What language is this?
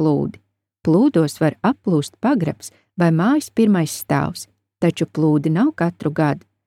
Latvian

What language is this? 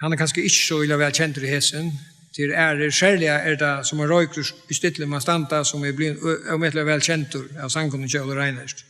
Faroese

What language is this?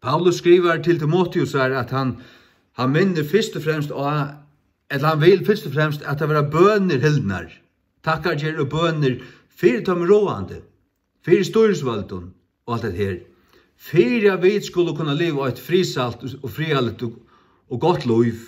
Faroese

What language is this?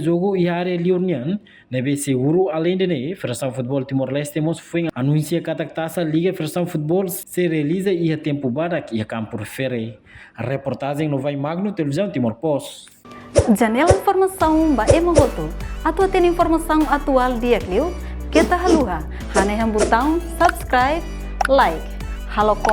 Tetum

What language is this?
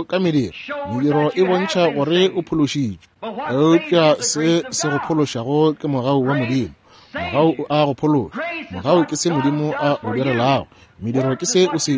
Northern Sotho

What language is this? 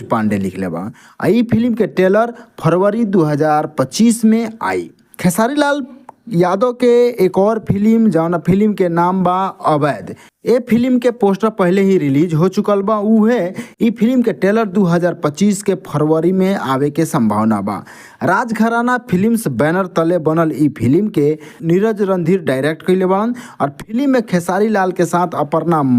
Bhojpuri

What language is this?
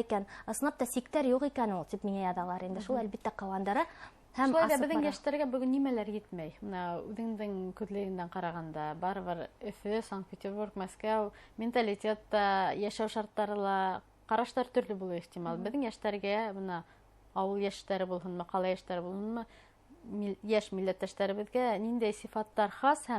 Bashkir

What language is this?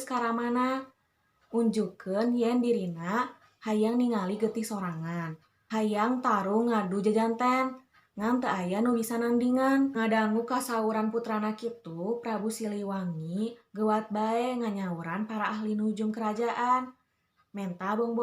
Sundanese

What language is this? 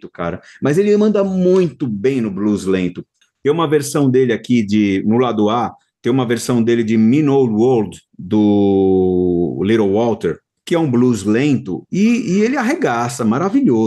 Portuguese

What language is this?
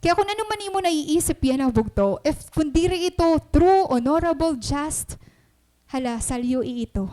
Waray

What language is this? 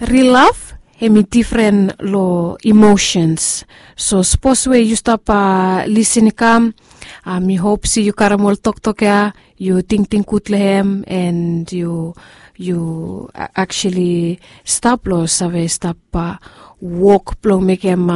Bislama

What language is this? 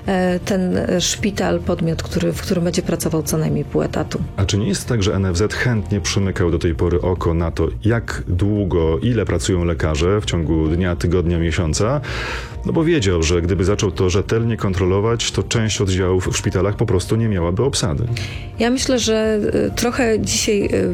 Polish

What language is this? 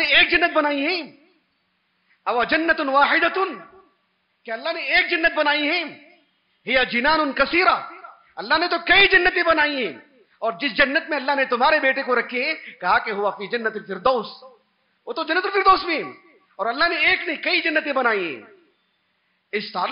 Urdu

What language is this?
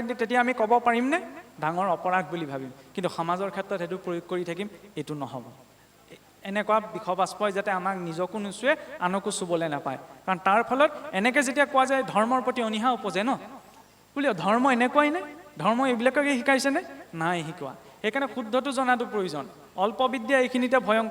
Assamese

